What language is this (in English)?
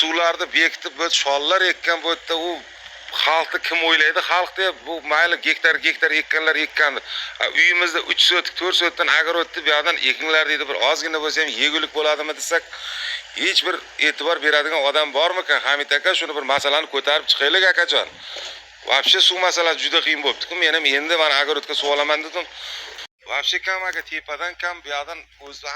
Uzbek